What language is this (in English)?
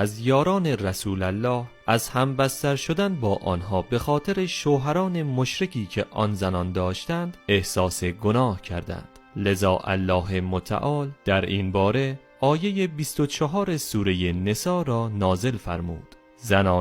Persian